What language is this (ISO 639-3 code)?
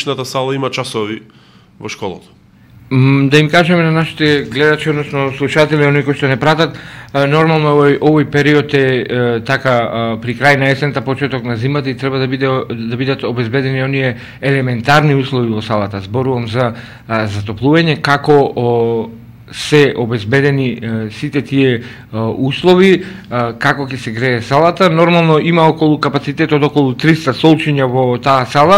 mkd